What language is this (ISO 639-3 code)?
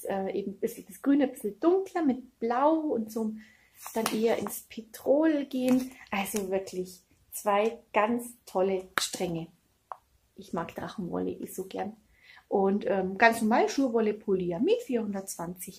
deu